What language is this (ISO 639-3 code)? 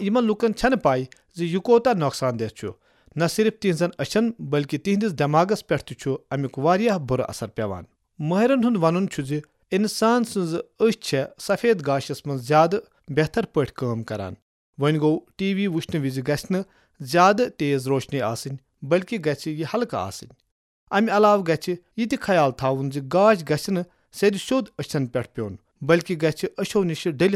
kas